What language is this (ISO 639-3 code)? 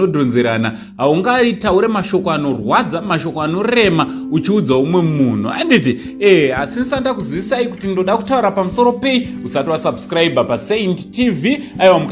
sna